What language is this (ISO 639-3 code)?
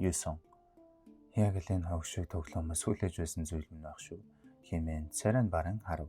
mon